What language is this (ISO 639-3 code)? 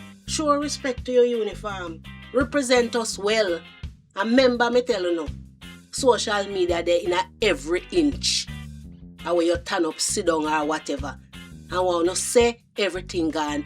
jam